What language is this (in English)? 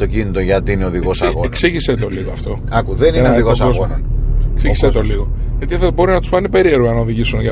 Greek